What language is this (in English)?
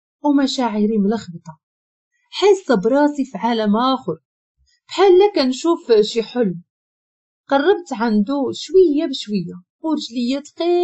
Moroccan Arabic